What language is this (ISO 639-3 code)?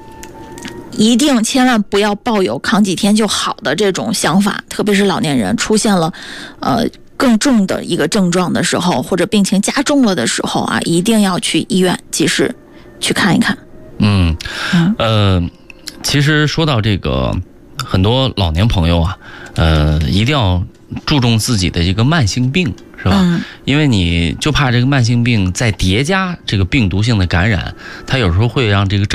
zho